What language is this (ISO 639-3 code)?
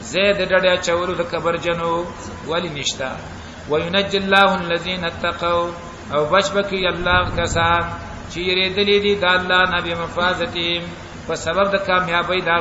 pus